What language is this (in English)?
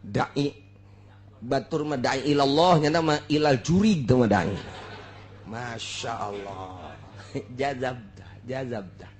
Sundanese